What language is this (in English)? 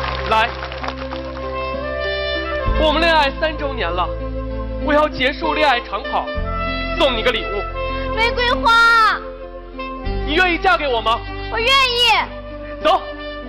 Chinese